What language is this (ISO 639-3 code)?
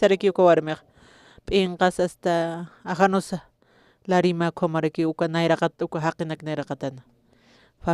aym